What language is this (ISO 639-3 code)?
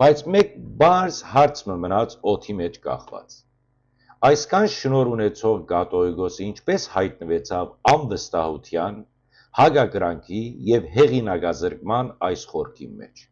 hyw